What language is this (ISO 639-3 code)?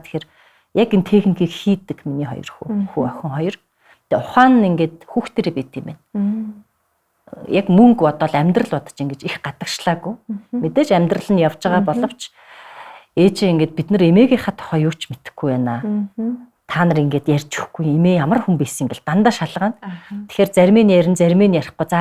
mon